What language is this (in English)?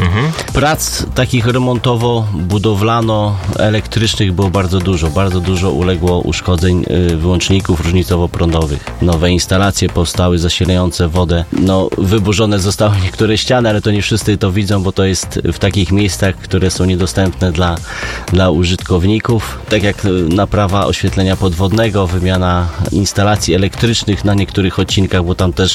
Polish